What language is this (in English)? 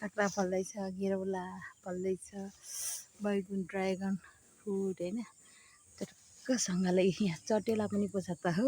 Nepali